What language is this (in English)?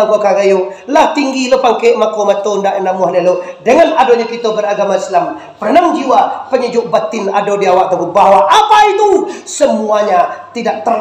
Minangkabau